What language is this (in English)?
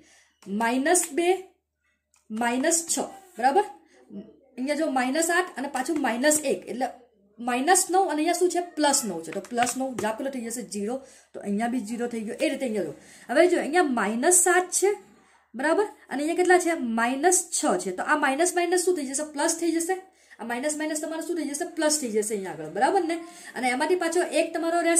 Gujarati